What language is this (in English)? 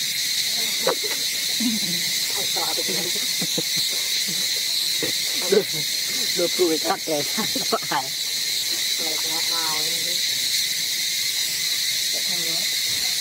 Vietnamese